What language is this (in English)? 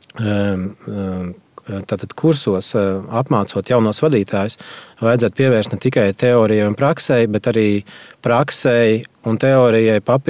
Latvian